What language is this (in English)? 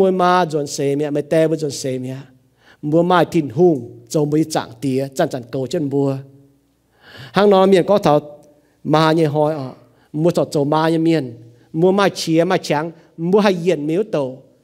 Iu Mien